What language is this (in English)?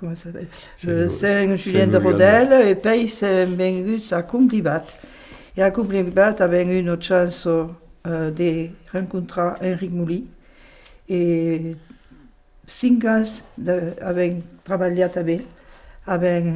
Occitan